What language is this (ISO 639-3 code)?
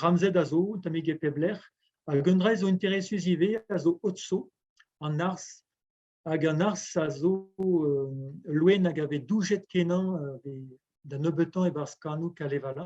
bre